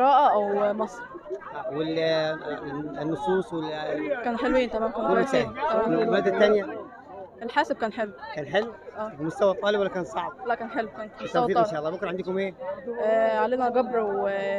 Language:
Egyptian Arabic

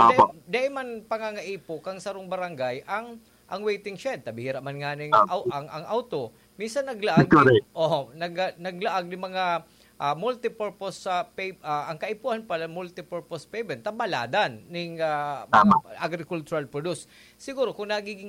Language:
Bikol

